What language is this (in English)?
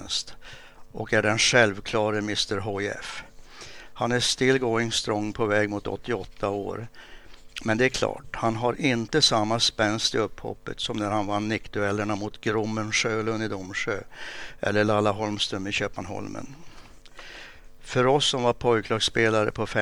Swedish